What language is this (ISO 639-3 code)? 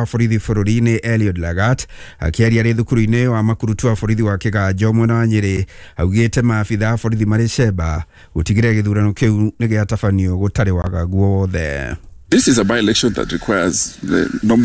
kik